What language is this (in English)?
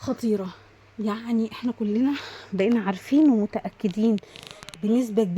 Egyptian Arabic